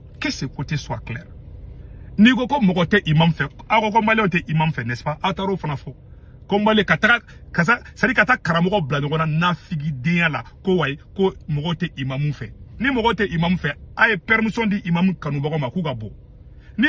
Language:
Bambara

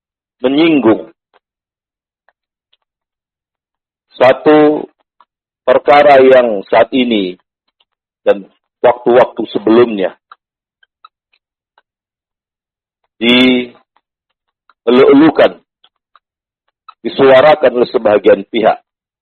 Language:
Indonesian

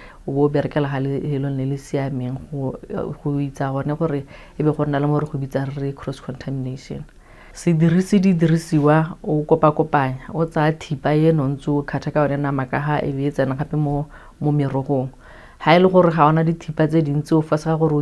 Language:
Tswana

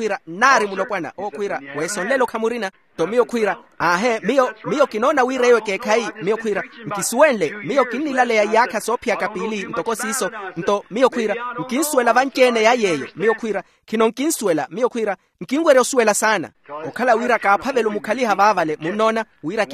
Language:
Makhuwa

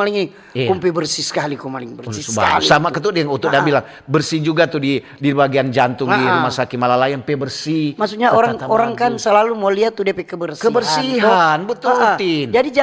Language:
Manado Malay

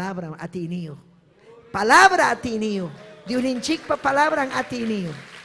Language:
Ayacucho Quechua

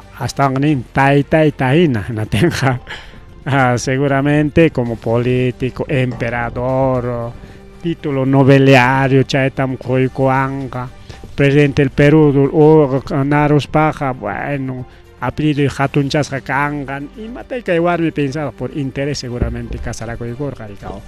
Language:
Ayacucho Quechua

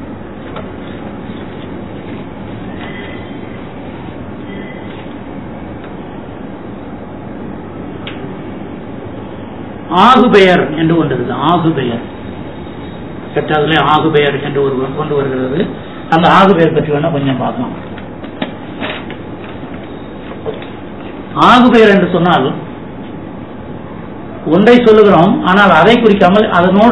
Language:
Tamil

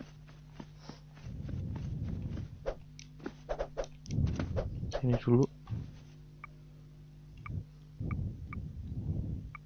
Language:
Indonesian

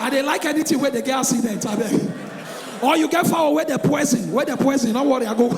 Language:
Nigerian Pidgin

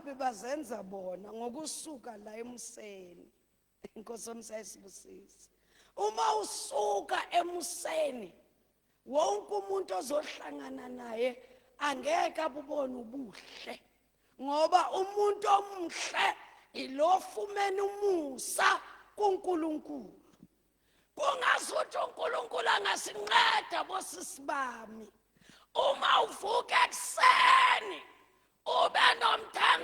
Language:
Zulu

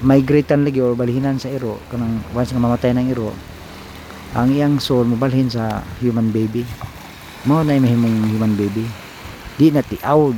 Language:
Cebuano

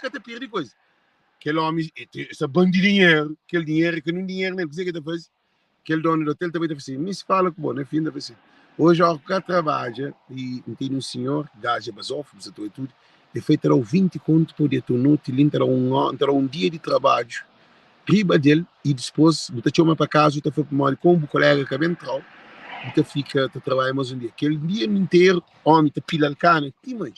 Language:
Kabuverdianu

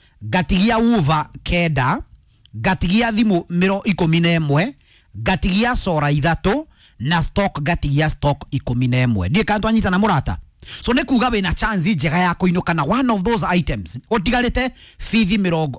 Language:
Kikuyu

